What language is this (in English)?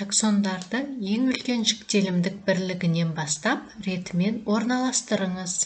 Kazakh